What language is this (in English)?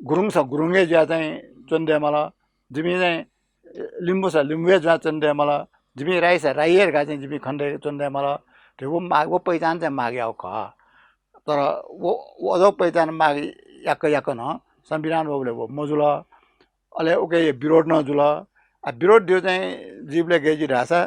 Newari